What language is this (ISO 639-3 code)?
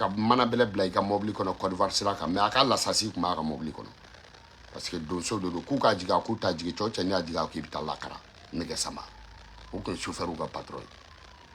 bam